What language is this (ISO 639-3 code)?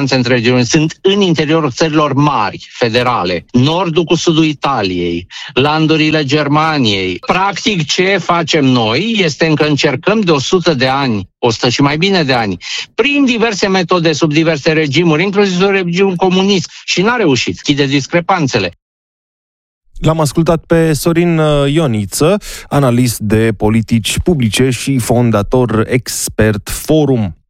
ron